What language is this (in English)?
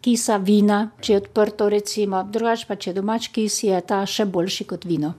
Slovenian